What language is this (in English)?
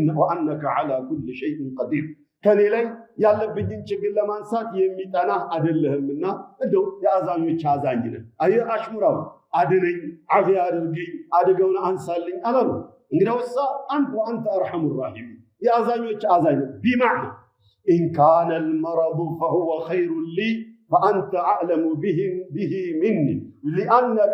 Amharic